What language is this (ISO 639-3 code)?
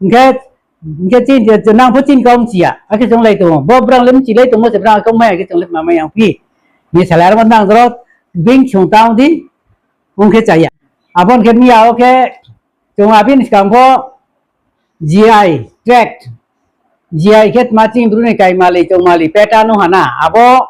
ria